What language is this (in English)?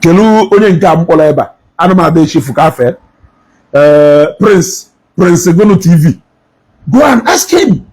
Igbo